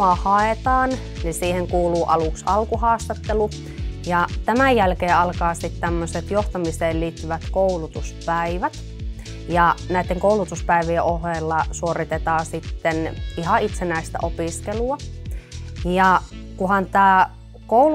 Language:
Finnish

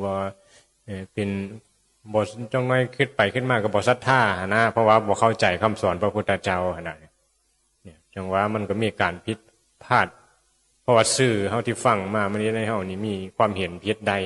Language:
Northeastern Thai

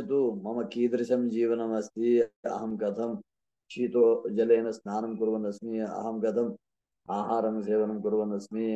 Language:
Sanskrit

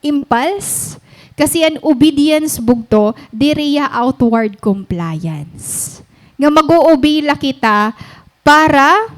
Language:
Waray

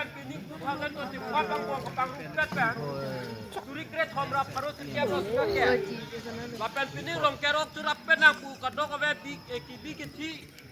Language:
Karbi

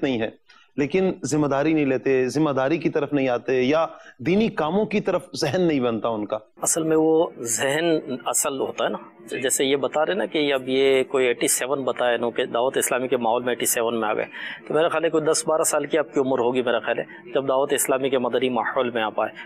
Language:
Urdu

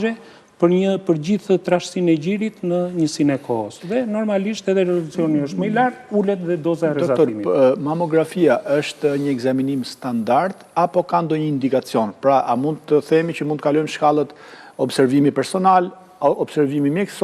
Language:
Albanian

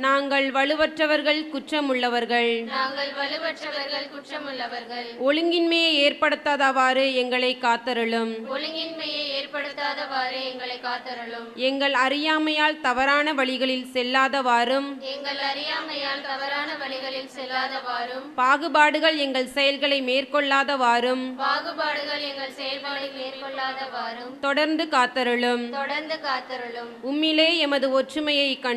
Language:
Tamil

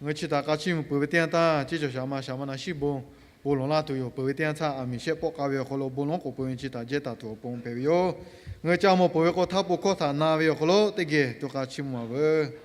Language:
Lahu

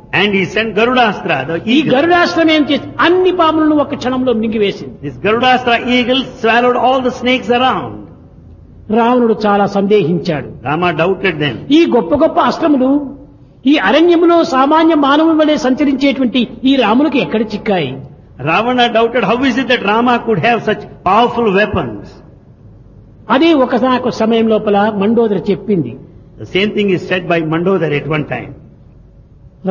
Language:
Telugu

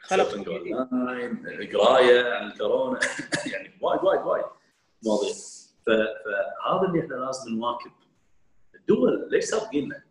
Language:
Gulf Arabic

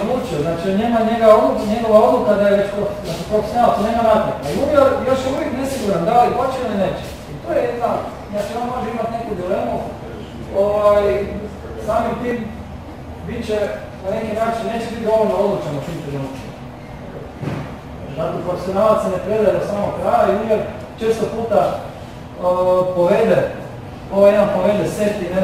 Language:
Croatian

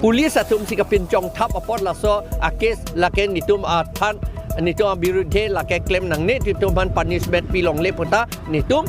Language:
Karbi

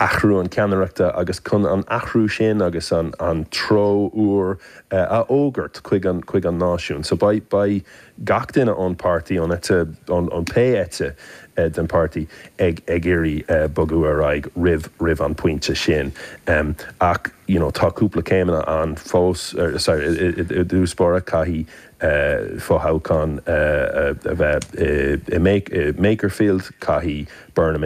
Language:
Irish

